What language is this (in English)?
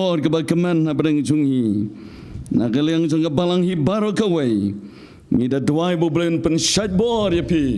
Khasi